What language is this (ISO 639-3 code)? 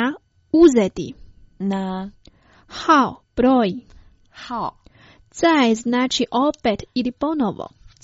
hrv